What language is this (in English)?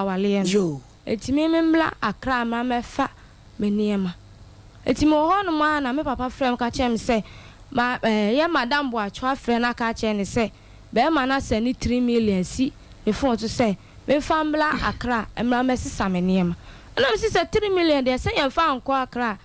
Akan